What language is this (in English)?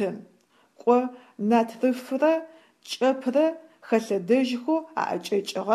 Adyghe